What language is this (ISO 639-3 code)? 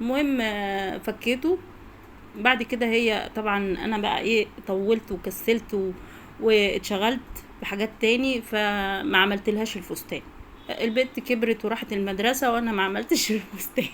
arz